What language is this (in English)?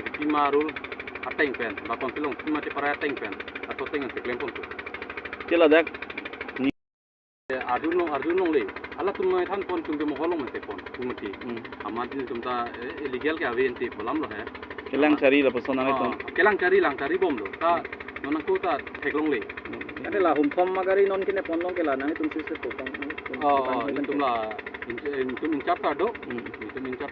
Karbi